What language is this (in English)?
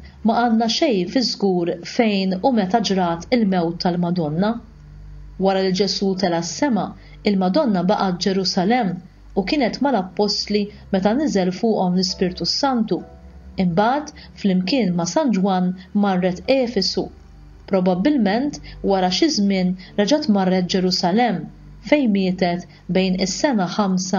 Maltese